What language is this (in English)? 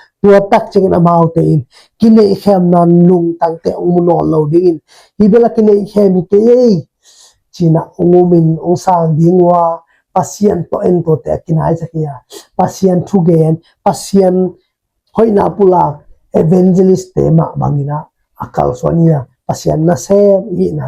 Tedim Chin